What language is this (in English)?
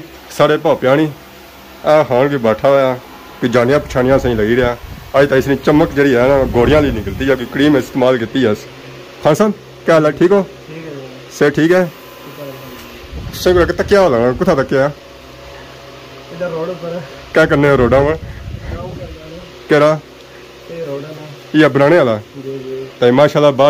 Pahari-Potwari